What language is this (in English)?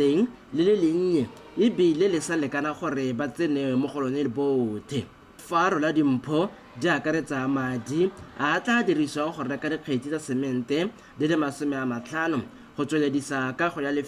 Tswana